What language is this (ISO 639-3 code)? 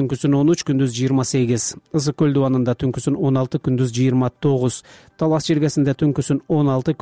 kir